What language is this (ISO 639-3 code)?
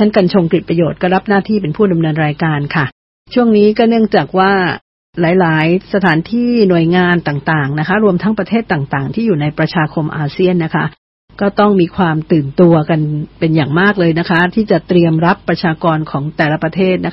tha